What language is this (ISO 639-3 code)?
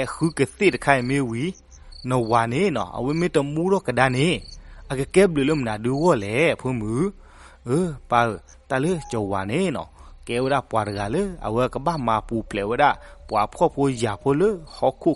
ksw